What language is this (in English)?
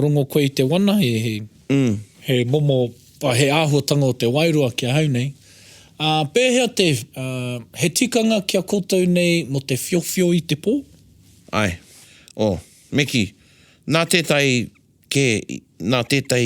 Māori